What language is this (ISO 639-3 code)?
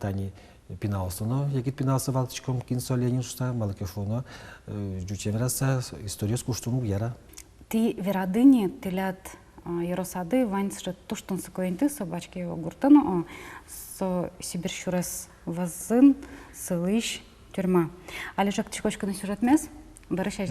udm